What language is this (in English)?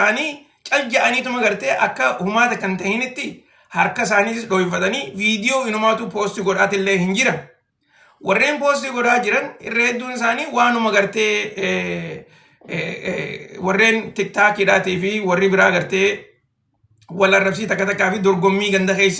Oromo